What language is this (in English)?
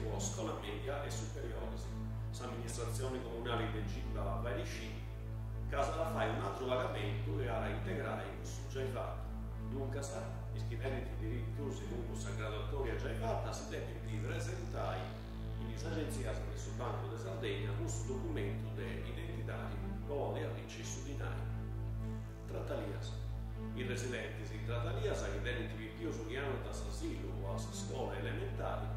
Sardinian